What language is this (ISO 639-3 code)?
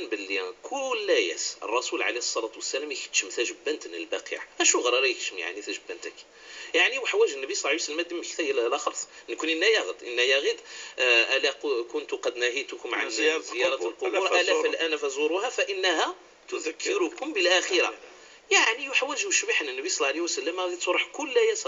ary